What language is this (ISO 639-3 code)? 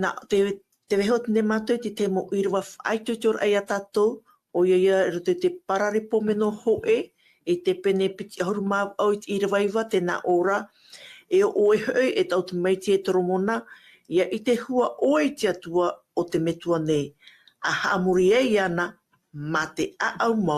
tah